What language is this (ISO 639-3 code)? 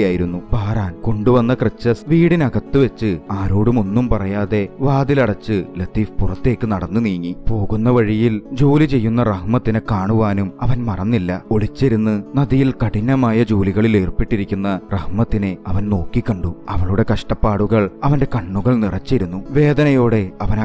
mal